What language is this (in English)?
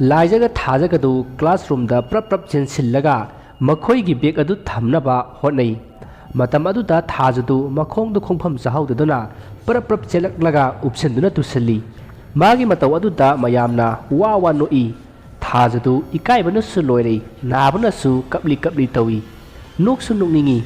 Manipuri